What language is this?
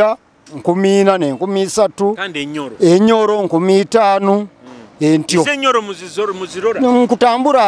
Nyoro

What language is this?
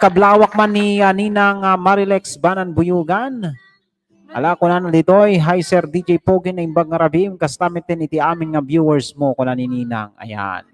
Iloko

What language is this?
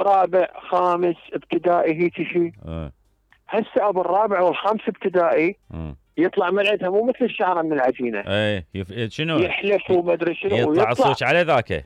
Mesopotamian Arabic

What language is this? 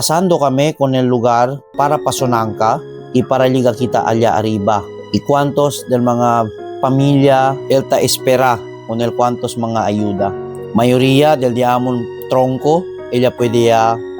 Chavacano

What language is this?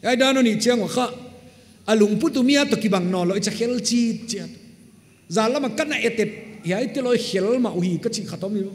Paite Chin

